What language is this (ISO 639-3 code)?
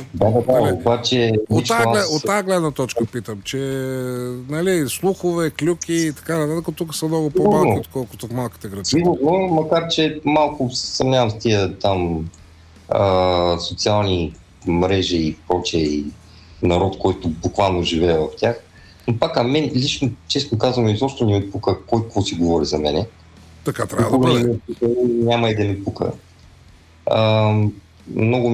bul